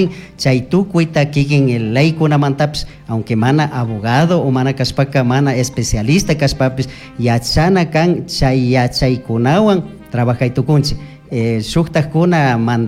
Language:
Chimborazo Highland Quichua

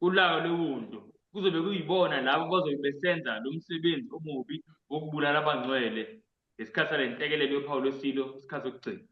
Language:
Zulu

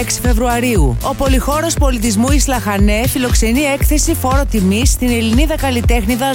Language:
Greek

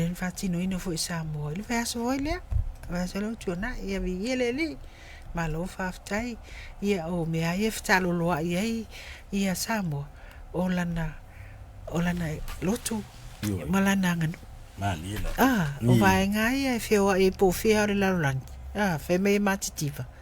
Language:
Samoan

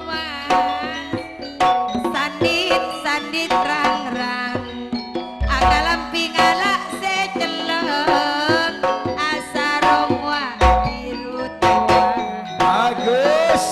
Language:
Madurese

